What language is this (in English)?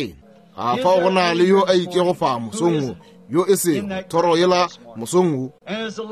Northern Sotho